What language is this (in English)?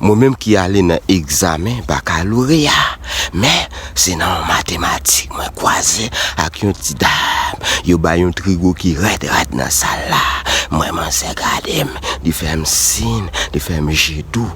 Haitian Creole